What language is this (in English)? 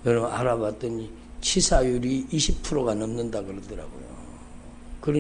Korean